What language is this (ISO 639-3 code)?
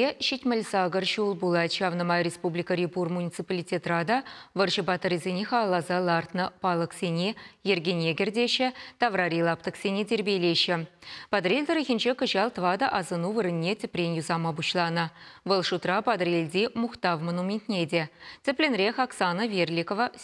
chv